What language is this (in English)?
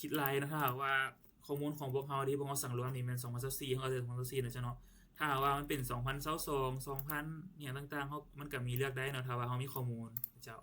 Lao